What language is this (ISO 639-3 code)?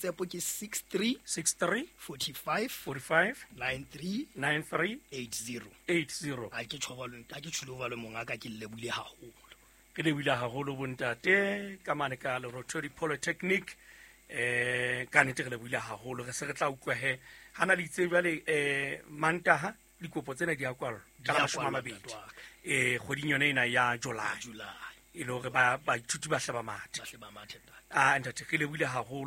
sot